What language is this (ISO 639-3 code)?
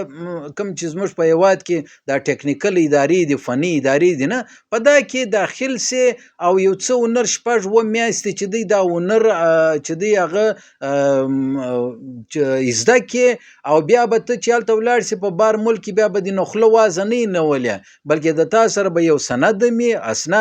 pus